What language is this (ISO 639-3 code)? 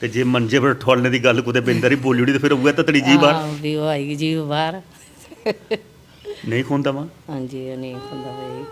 doi